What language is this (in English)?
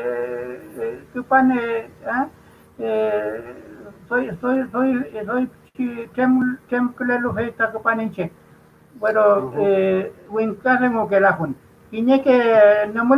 Mapuche